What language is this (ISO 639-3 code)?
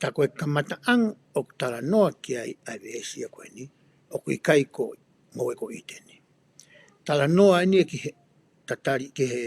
ton